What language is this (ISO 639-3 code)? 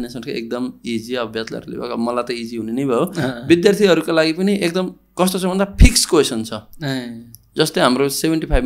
nep